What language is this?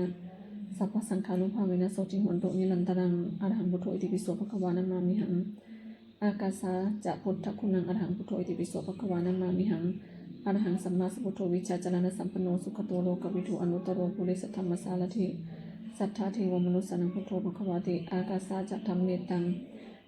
Pali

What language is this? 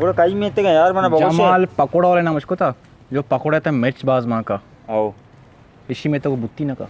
Baluchi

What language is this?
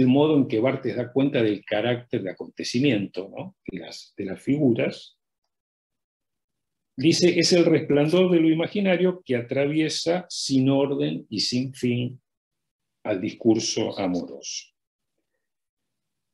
Spanish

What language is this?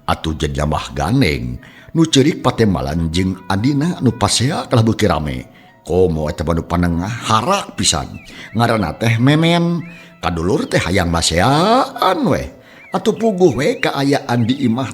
Sundanese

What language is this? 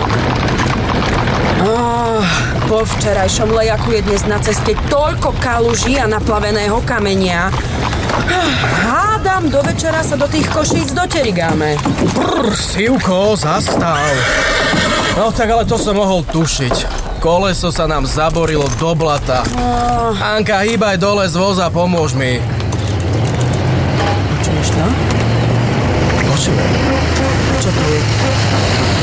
Slovak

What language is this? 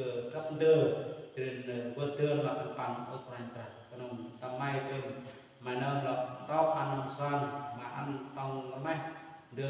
Central Mnong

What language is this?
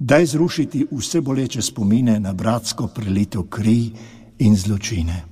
Slovenian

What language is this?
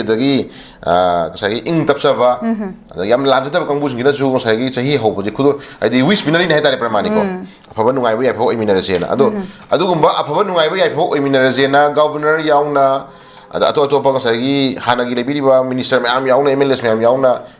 Manipuri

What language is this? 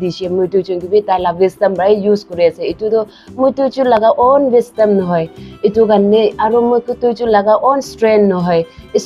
Naga Pidgin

